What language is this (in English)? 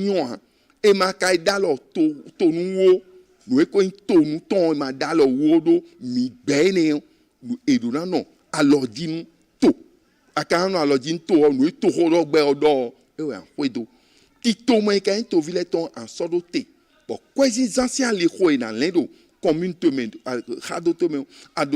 Fon